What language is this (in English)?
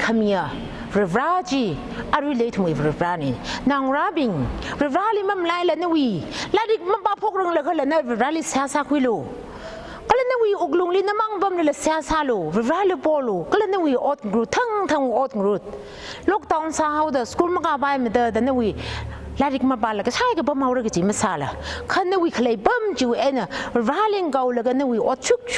Tangkhul Naga (India)